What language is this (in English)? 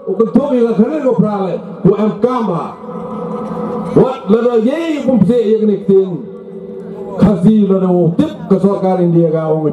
Malay